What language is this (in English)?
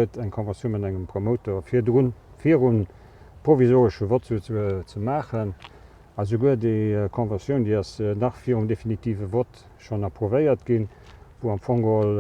Luxembourgish